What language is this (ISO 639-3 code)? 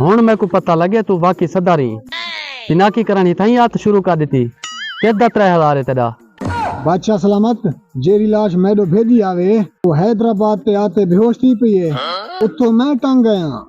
skr